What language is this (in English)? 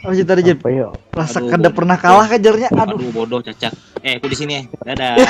Banjar